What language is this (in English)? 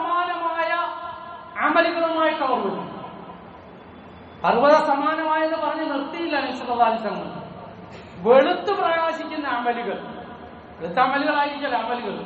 Malayalam